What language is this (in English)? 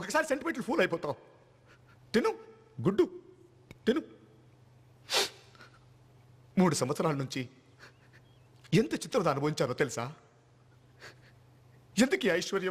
Telugu